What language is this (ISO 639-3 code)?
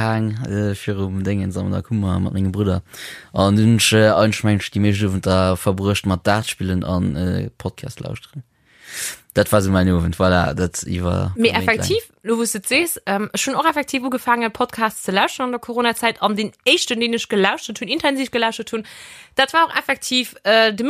ltz